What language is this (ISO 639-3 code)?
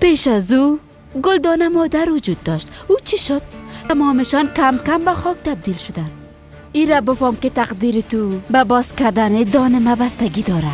fas